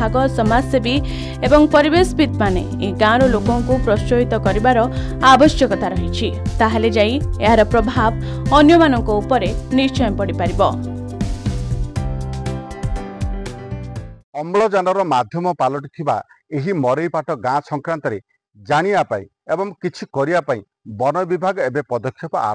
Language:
Odia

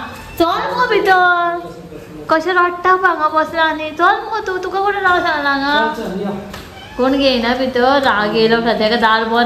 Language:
Konkani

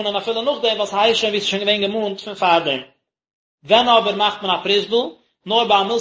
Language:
Yiddish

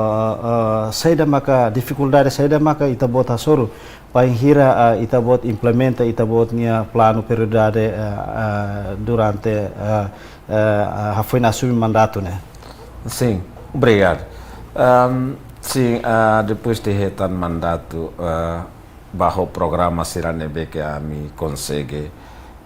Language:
Tetum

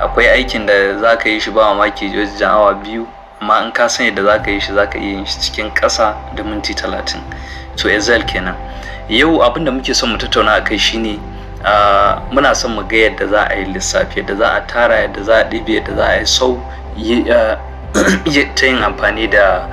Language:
Hausa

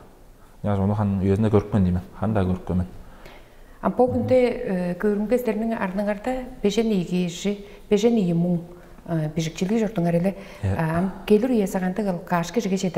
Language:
Tuvinian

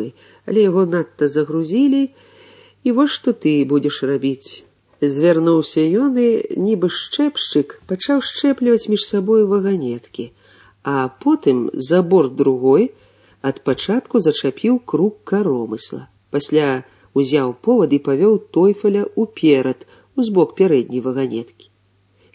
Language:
Belarusian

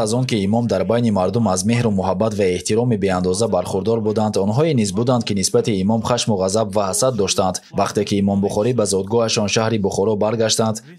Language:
Tajik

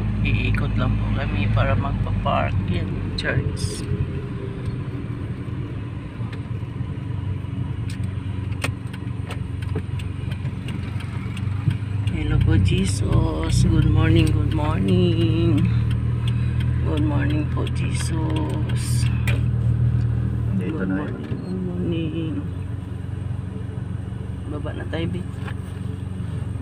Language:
Filipino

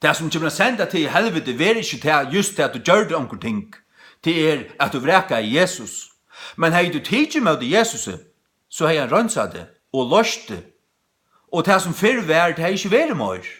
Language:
Faroese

